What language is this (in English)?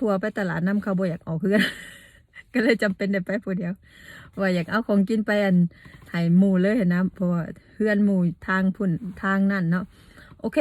Lao